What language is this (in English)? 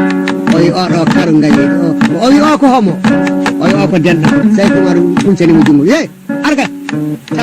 Fula